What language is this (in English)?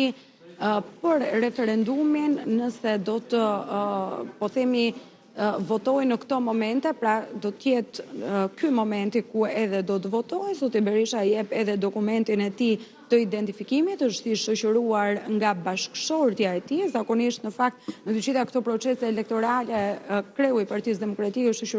Albanian